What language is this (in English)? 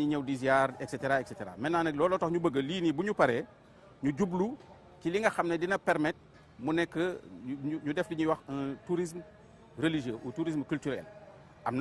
Wolof